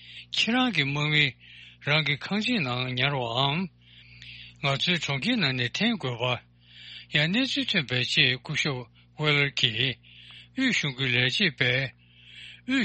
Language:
Tibetan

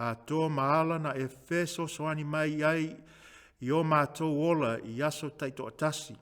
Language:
Samoan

